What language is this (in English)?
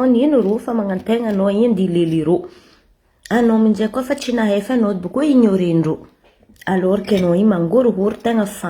Malagasy